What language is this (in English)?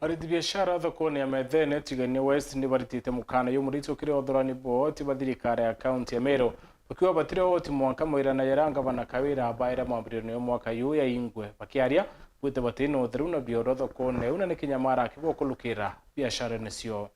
Meru